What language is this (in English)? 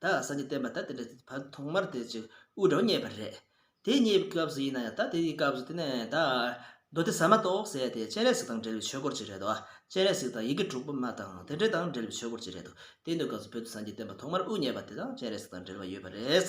Tibetan